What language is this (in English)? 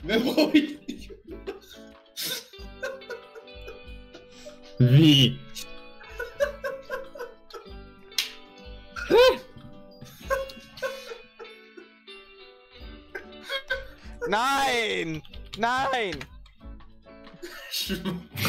German